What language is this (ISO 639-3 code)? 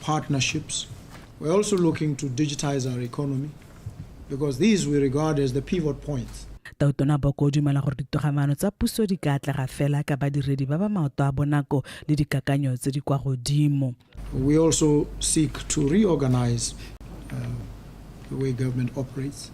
tsn